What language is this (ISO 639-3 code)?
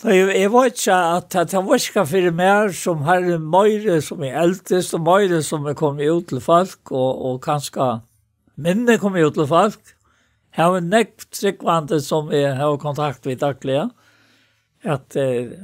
fao